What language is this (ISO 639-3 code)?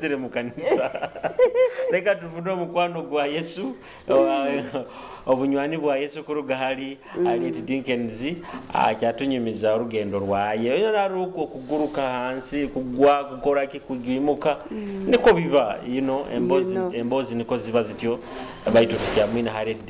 nyo